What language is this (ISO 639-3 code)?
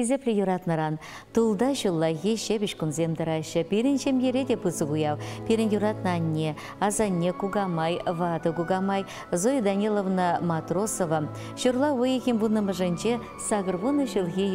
chv